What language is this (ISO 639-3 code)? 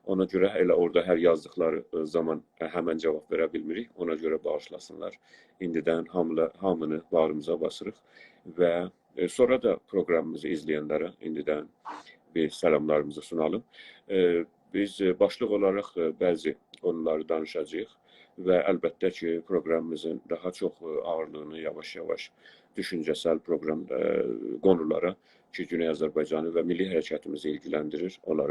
azb